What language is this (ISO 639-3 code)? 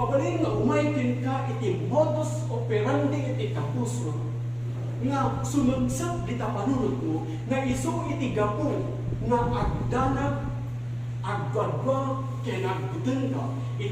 ilo